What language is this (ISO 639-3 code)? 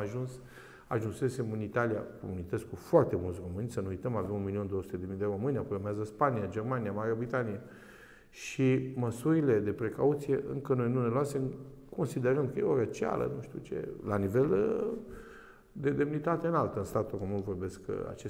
ron